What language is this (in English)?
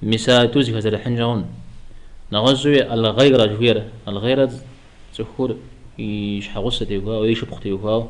Kabardian